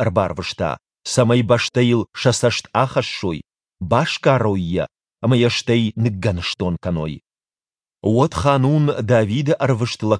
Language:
Ossetic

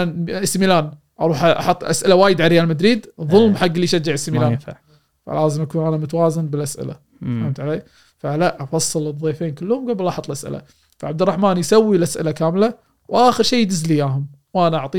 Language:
Gulf Arabic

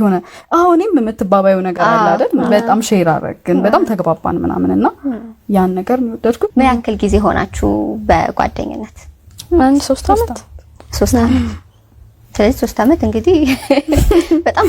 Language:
Amharic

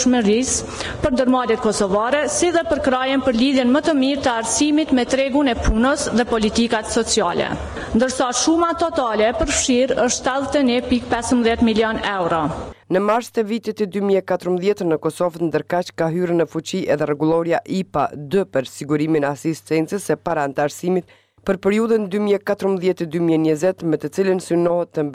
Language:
Albanian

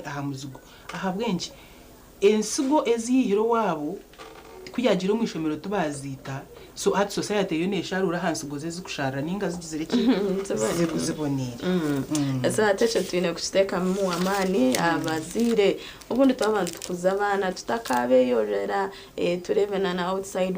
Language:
Nyankole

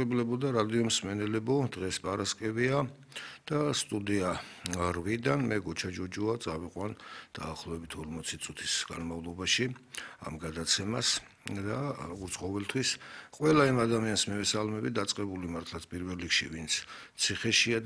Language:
Georgian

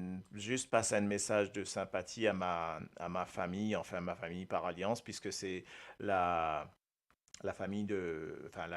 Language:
Morisyen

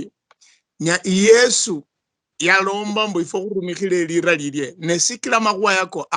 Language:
Luyia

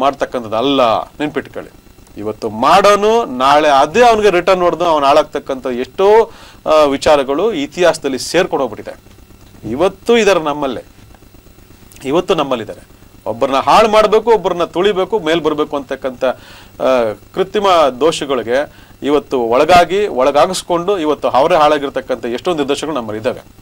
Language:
Kannada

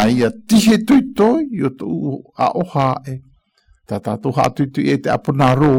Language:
Galician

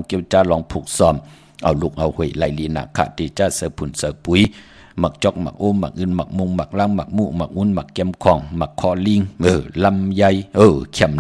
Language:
Shan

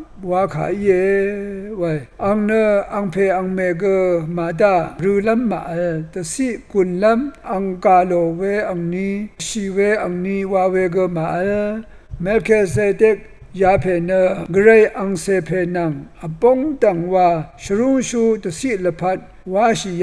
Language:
Rawang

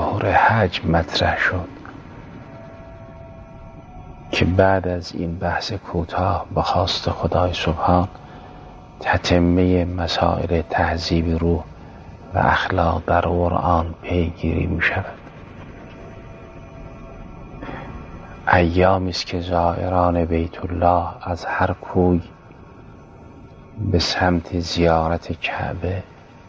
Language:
Persian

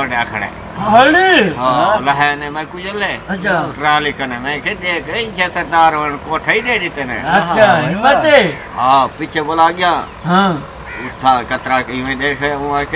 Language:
Saraiki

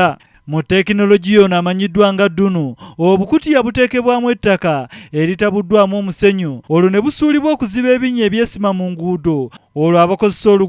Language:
Ganda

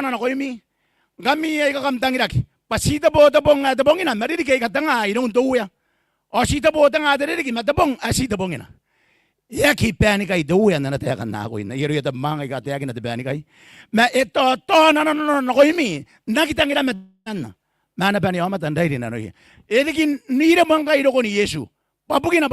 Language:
Gilbertese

